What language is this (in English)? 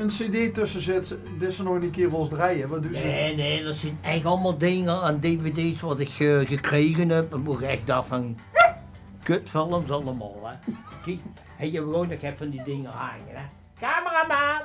Limburgish